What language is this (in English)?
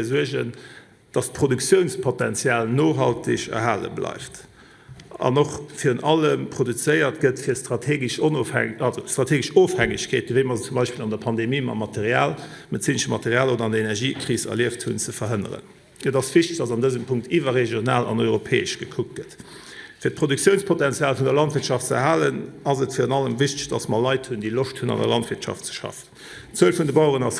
Luxembourgish